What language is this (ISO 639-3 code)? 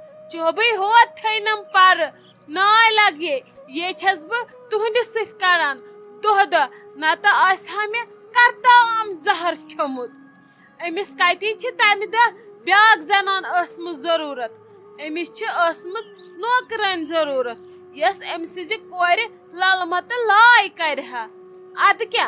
kas